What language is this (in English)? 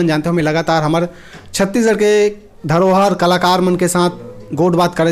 Chhattisgarhi